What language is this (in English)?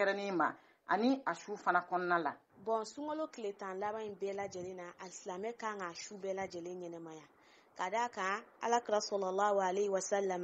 Bambara